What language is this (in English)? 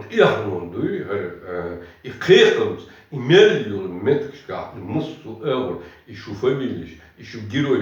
Chechen